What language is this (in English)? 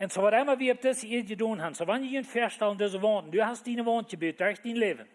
Plautdietsch